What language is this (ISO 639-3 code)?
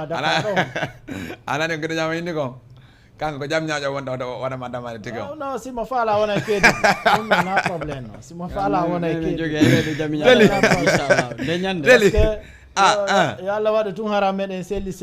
ful